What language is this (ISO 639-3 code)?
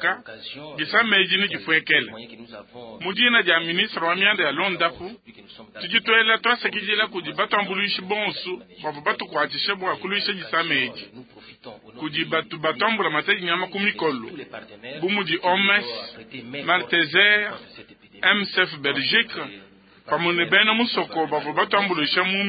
lua